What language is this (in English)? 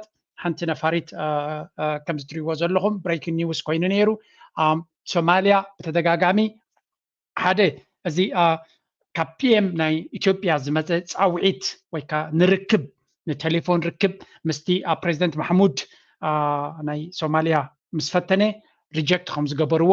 Tigrinya